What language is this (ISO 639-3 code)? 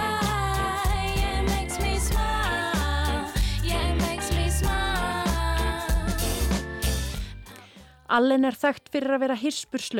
isl